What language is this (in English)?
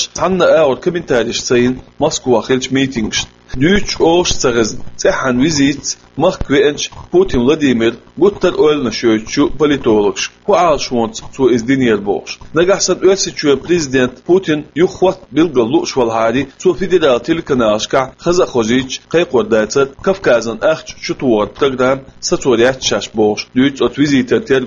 Chechen